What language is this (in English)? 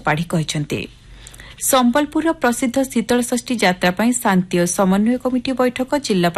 Odia